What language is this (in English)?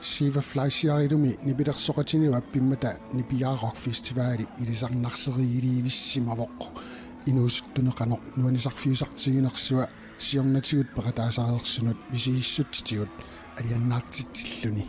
Kalaallisut